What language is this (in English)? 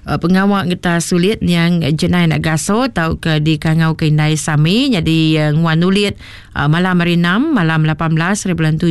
Iban